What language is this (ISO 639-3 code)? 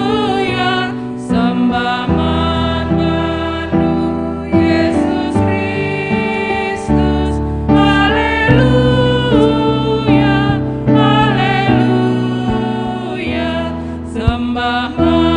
btx